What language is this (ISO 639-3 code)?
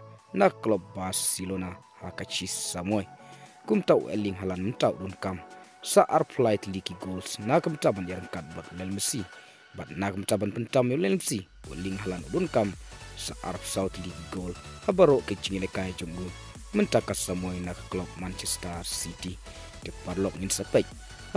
kha